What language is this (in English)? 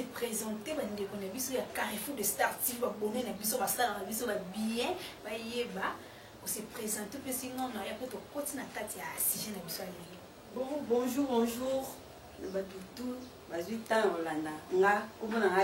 Lingala